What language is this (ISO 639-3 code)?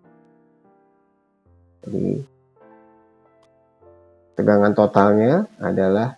ind